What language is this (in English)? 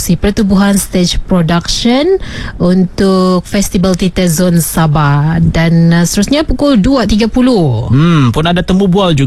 Malay